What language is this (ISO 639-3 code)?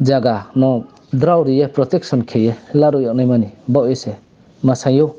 ria